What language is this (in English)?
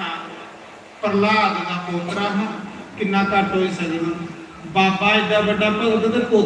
Dogri